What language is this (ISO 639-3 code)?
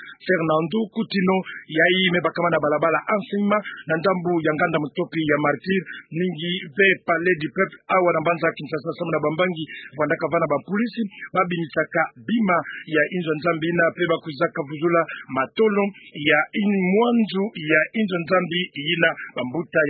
ktu